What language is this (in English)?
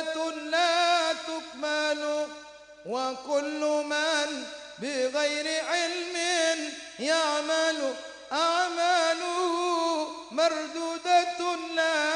Madurese